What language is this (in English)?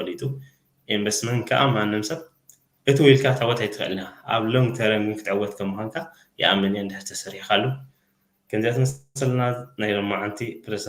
Tigrinya